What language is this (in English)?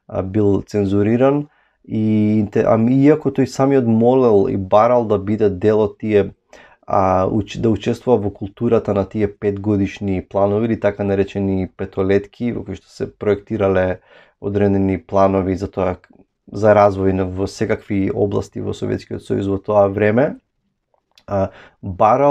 Macedonian